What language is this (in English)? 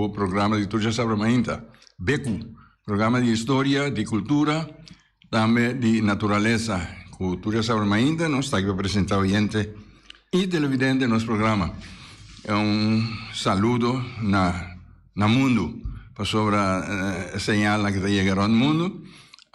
Papiamento